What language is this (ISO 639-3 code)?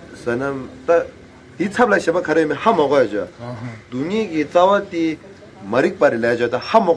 bod